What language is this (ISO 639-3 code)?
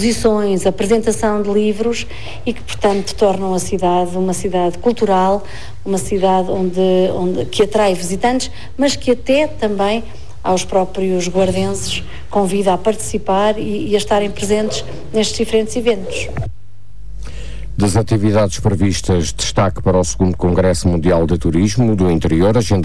por